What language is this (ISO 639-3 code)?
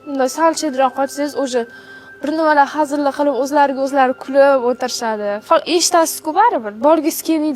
uzb